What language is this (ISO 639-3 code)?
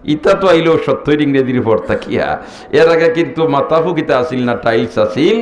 syl